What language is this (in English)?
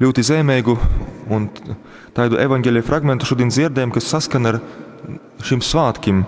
Latgalian